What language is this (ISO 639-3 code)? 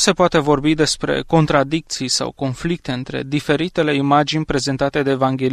ron